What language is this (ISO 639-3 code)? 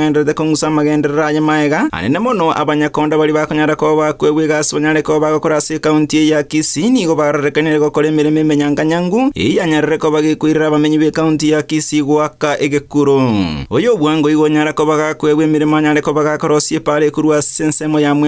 guz